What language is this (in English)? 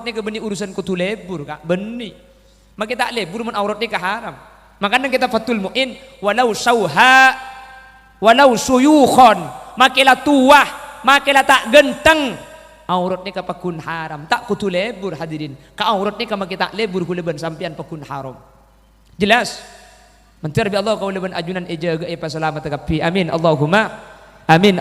Madurese